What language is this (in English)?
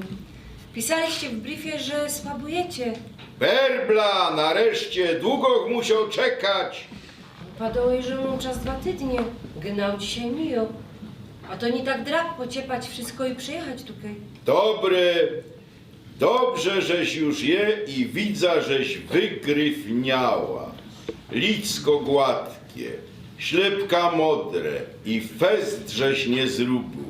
Silesian